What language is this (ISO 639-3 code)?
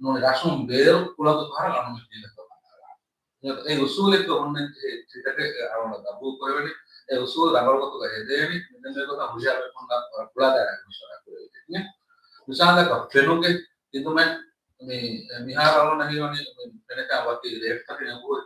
div